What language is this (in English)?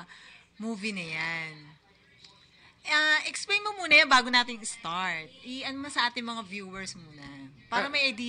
Filipino